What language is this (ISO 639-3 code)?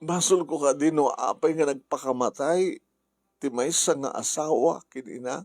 ilo